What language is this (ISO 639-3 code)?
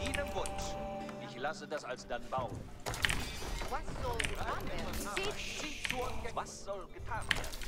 deu